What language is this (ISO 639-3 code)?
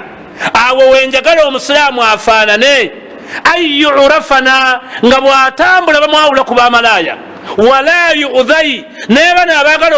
lug